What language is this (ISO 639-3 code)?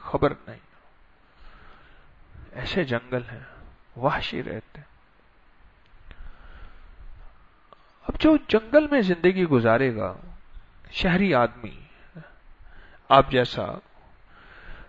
urd